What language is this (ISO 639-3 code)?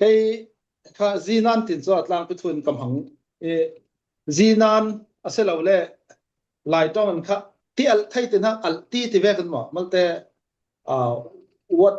cfm